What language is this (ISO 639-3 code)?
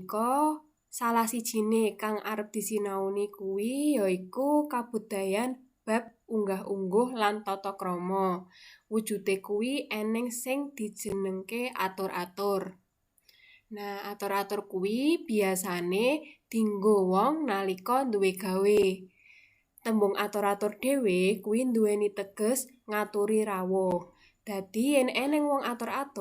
jav